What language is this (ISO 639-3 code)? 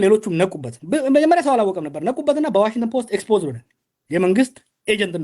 amh